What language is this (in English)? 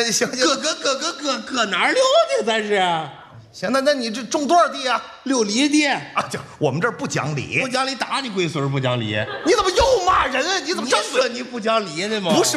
Chinese